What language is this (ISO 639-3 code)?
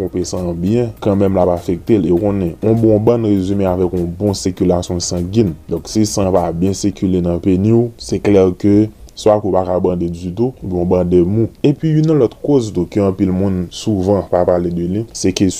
hat